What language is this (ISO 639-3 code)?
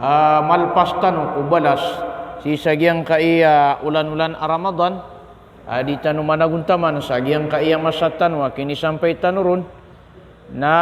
mrw